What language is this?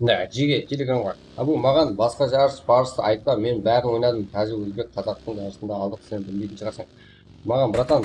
Kara-Kalpak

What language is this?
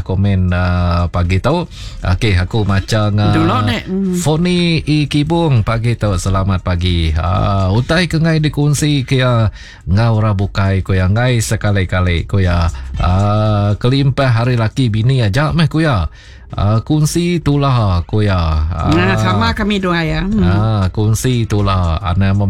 Iban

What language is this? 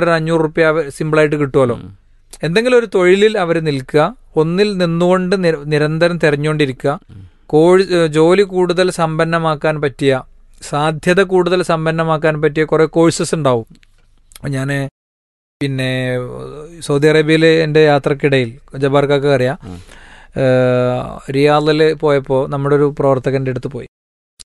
Malayalam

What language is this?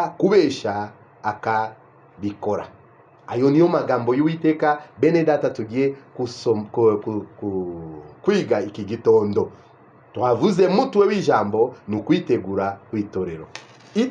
Kinyarwanda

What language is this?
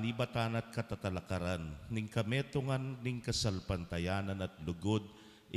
Pampanga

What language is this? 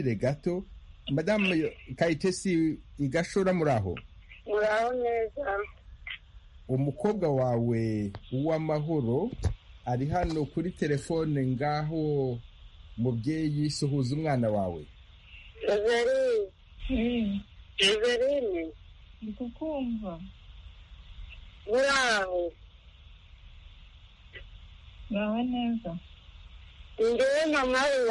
Kinyarwanda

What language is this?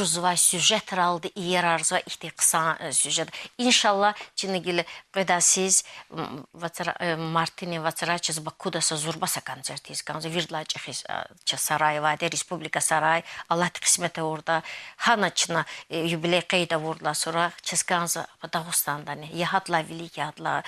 Lezghian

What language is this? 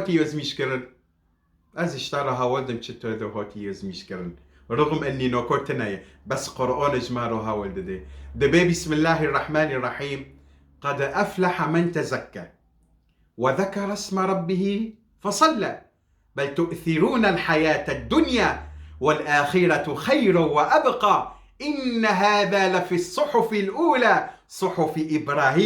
Kurdish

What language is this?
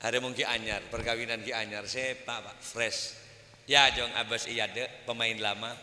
Madurese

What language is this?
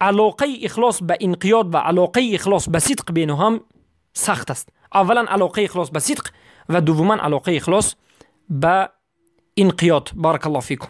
Persian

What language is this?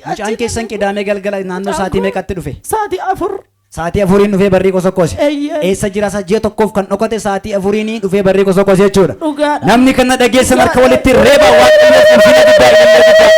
Oromo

